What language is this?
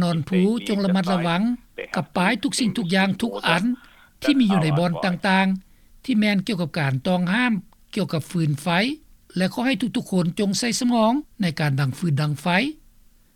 Lao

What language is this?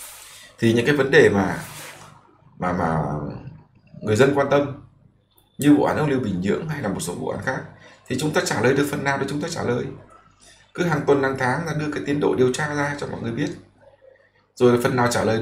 Vietnamese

